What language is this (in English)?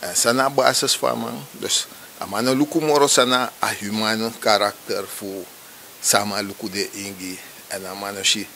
Sranan Tongo